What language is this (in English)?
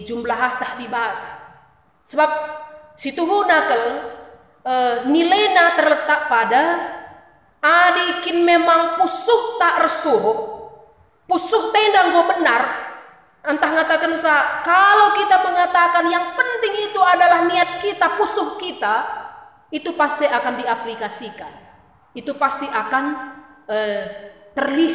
Batak Karo